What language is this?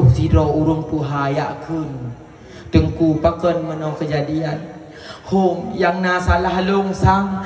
Achinese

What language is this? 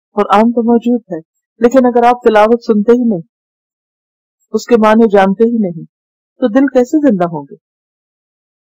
Urdu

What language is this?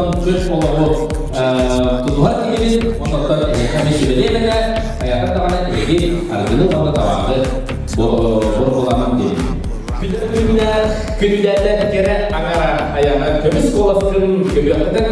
Yakut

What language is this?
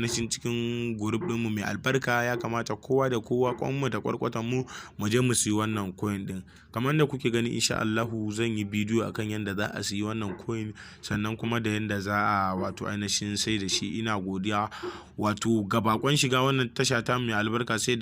Hausa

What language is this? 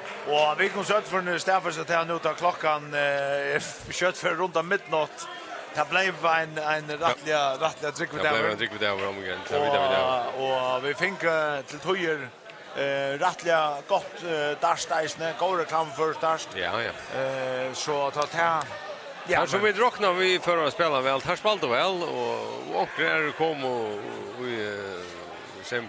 Faroese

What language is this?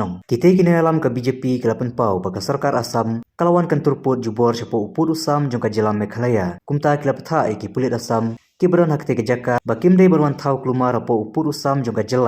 Khasi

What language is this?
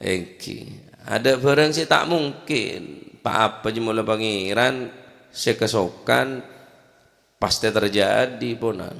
Madurese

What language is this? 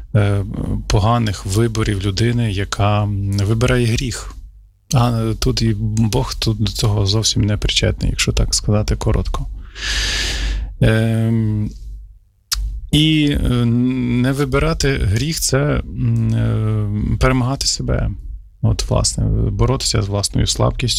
Ukrainian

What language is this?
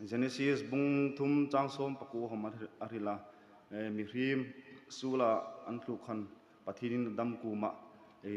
Hmar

